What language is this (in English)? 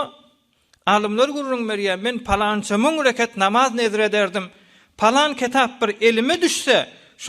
Turkmen